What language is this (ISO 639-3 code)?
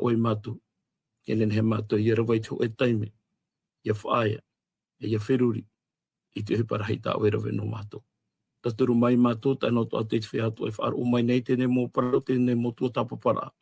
tah